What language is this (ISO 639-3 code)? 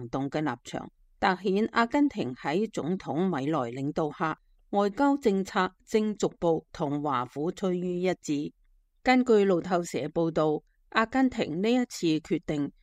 yue